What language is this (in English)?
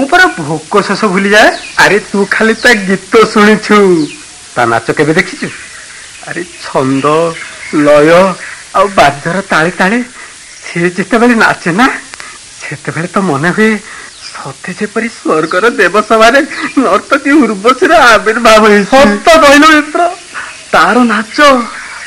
Odia